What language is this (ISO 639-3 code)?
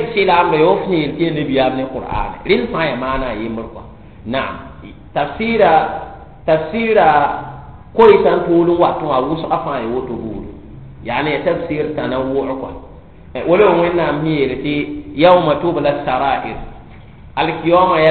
mos